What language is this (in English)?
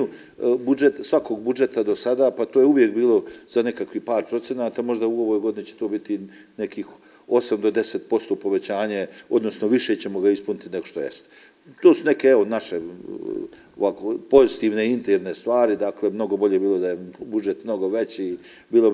Bosnian